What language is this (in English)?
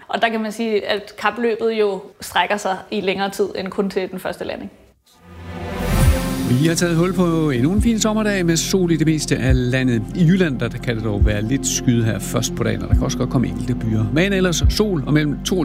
Danish